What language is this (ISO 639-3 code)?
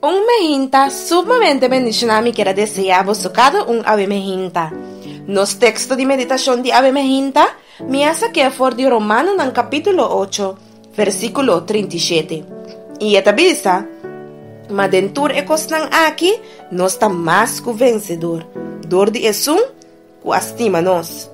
pap